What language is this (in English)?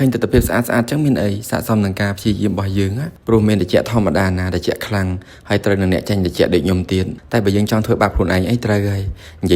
Khmer